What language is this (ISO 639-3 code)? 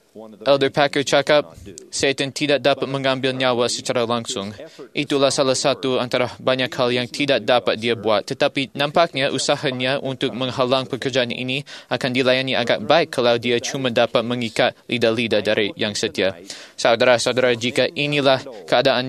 msa